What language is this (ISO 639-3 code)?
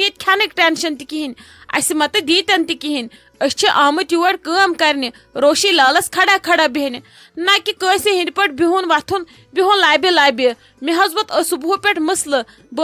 kas